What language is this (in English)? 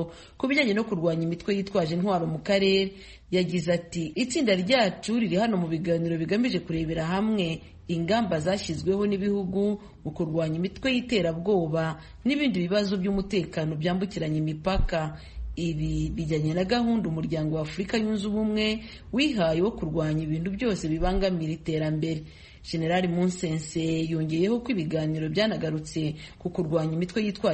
Kinyarwanda